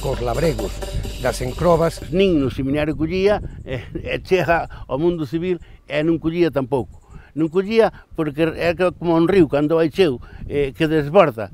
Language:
Galician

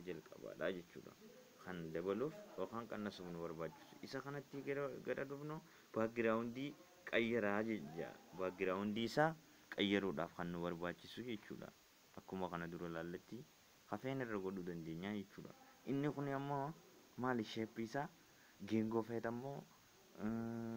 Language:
Oromo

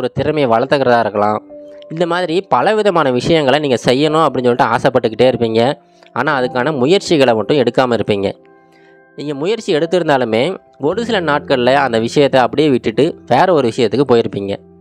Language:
Tamil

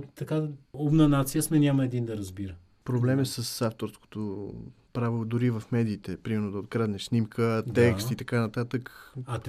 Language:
Bulgarian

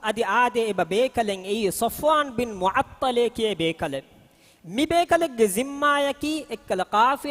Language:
Divehi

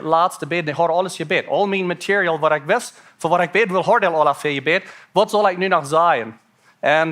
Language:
Plautdietsch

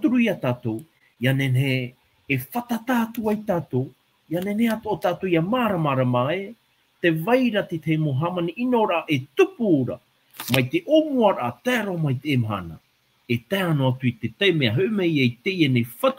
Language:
Tahitian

